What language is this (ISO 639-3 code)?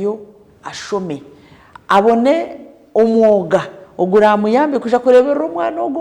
nyn